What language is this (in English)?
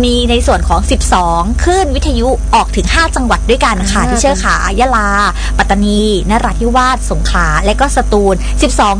Thai